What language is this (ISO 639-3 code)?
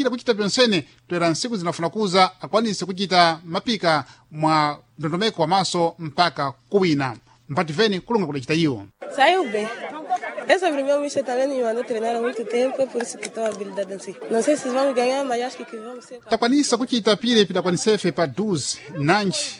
seh